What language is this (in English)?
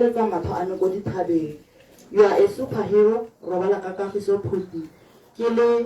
Tswana